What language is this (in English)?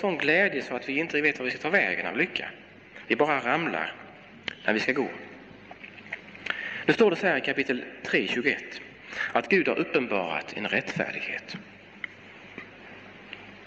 Swedish